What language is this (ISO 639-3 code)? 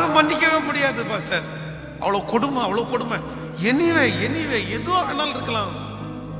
tam